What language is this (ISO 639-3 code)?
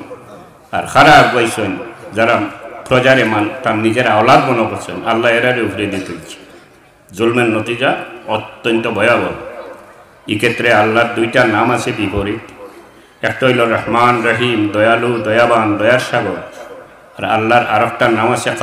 syl